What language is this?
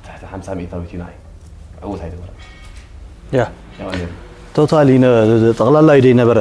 Tigrinya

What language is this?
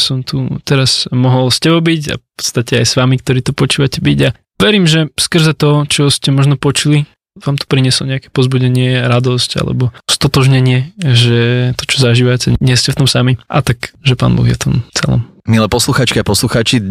Slovak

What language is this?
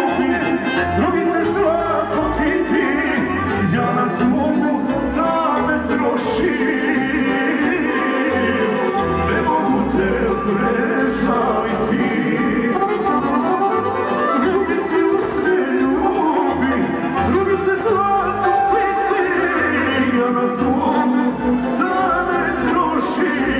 Serbian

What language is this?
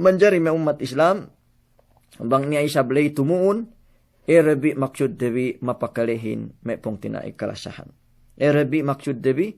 Yakan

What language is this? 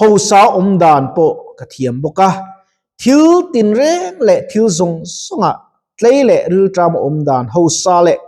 Mizo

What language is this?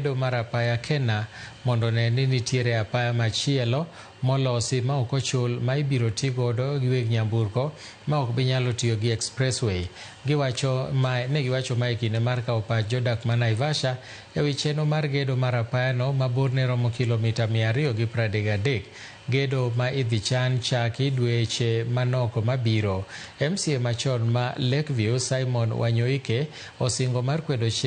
Luo (Kenya and Tanzania)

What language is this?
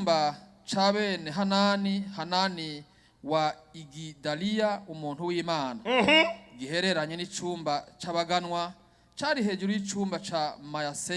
Rundi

